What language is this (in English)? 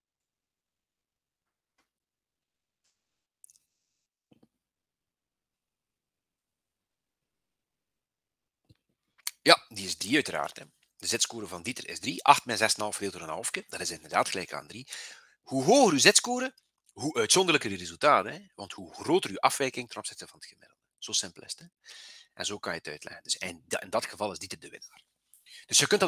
Dutch